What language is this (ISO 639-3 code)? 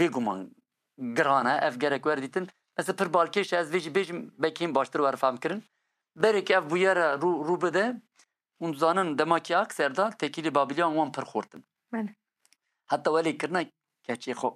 kur